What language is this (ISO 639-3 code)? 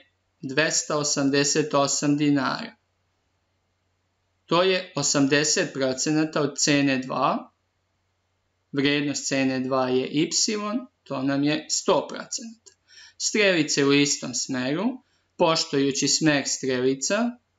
srp